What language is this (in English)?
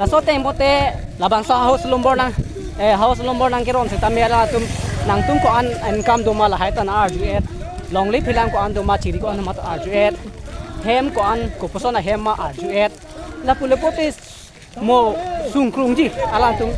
Karbi